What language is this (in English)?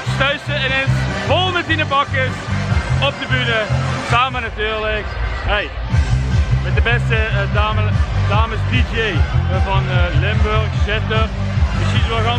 Limburgish